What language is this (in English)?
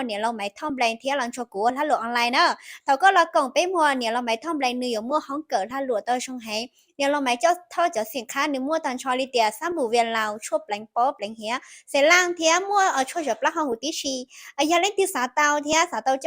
Hmong